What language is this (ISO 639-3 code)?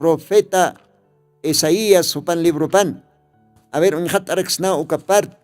aym